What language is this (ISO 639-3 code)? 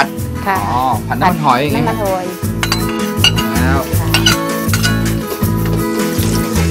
tha